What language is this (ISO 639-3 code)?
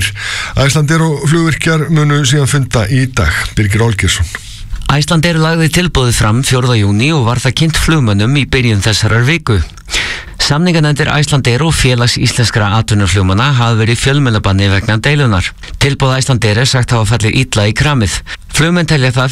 isl